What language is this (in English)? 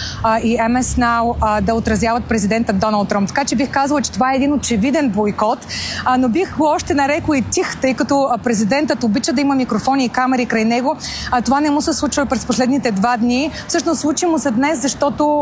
Bulgarian